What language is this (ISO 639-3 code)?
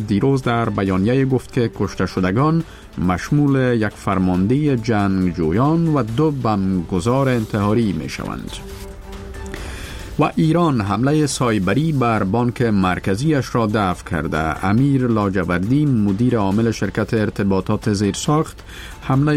fas